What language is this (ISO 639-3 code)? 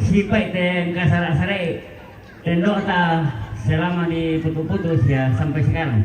sda